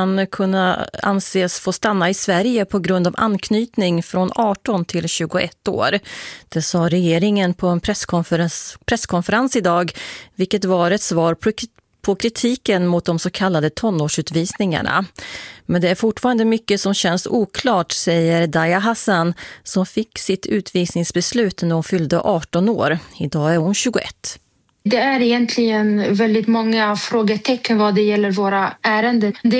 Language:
Swedish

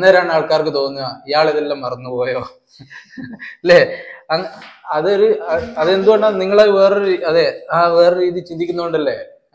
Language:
Malayalam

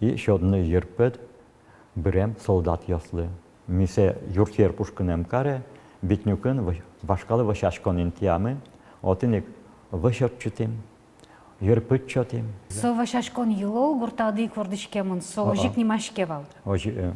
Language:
Udmurt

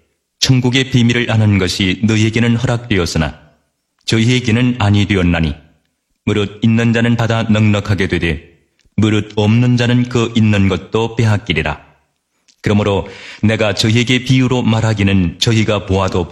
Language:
Korean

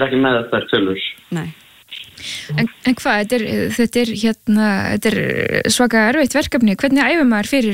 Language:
Icelandic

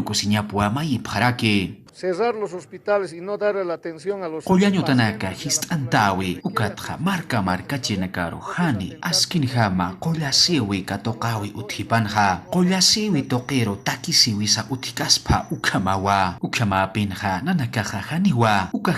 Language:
Aymara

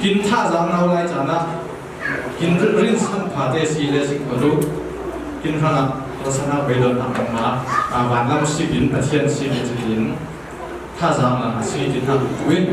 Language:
Falam Chin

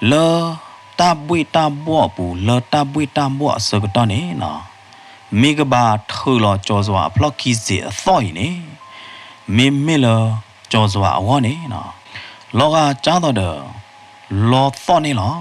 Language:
S'gaw Karen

